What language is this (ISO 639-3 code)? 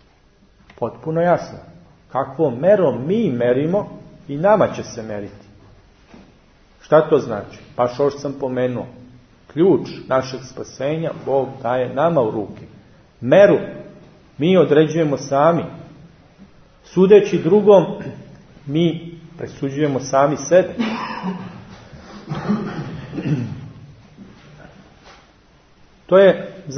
srp